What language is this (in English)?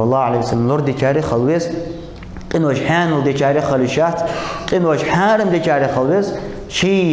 Ingush